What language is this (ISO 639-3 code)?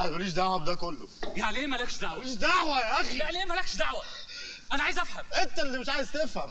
arz